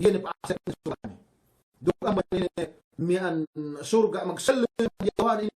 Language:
Yakan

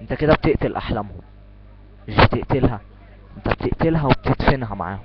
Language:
Egyptian Arabic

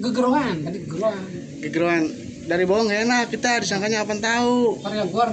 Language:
Betawi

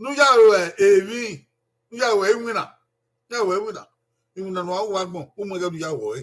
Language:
Bini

